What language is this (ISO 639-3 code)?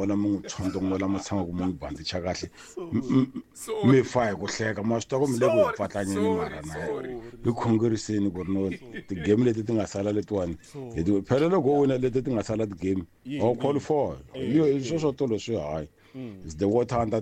tso